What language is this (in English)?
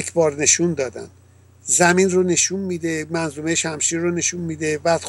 Persian